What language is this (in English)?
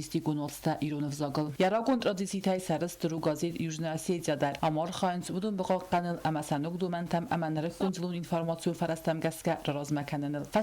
Ossetic